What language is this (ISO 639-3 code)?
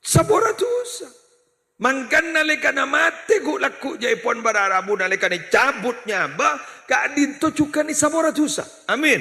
mad